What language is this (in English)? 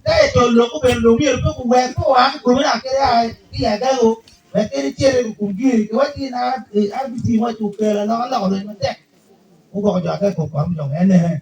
Acoli